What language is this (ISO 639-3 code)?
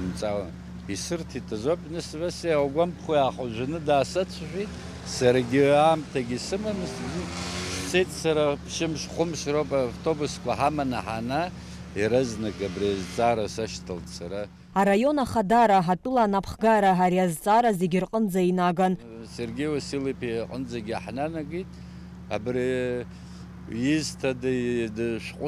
abk